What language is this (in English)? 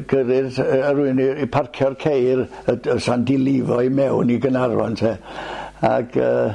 Welsh